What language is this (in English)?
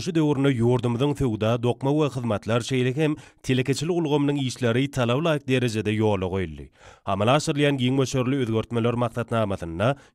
Turkmen